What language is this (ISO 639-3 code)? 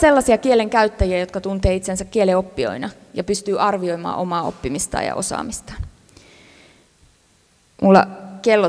fin